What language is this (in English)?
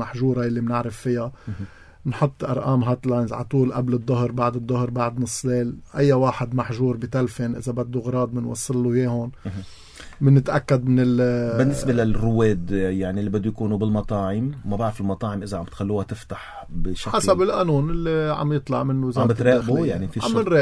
North Levantine Arabic